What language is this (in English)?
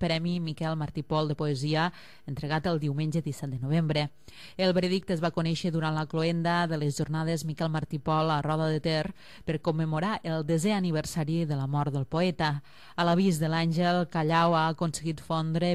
Catalan